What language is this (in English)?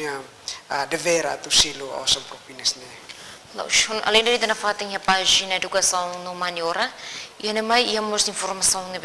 Tetum